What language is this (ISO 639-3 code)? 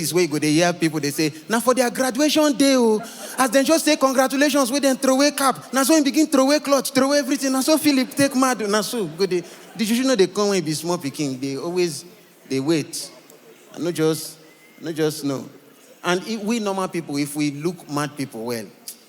pcm